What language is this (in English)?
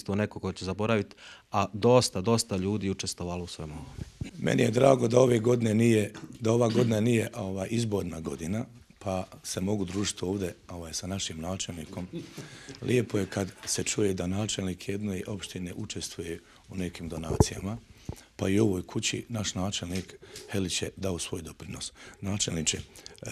Croatian